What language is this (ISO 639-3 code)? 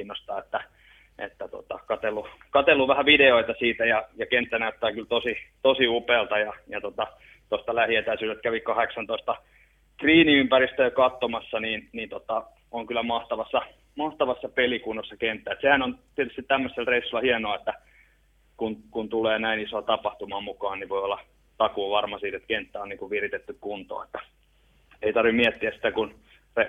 fin